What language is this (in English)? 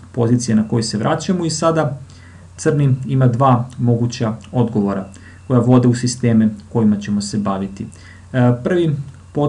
Serbian